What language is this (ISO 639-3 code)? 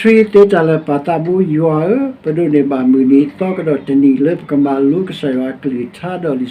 ksw